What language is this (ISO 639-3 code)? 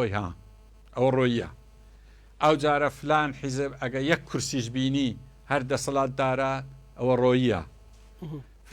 ckb